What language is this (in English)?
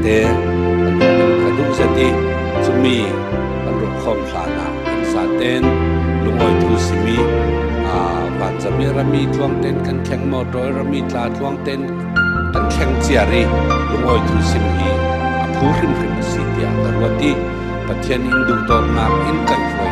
Falam Chin